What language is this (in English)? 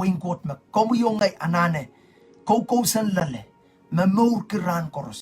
Pohnpeian